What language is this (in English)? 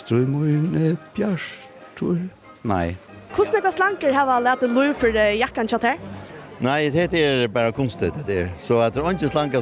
Faroese